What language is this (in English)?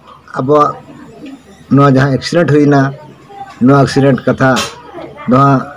Santali